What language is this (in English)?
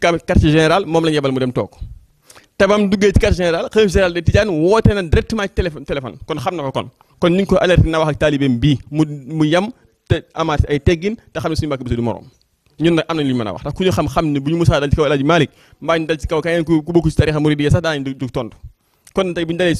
Wolof